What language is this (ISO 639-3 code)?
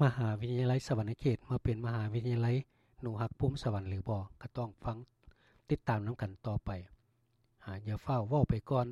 lao